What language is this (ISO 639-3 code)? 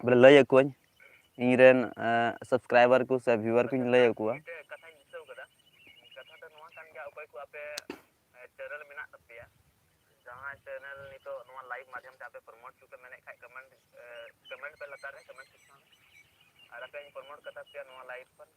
sat